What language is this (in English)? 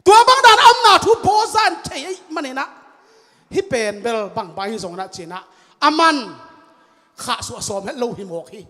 Tedim Chin